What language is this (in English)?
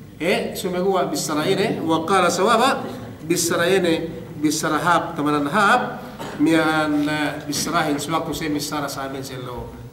Yakan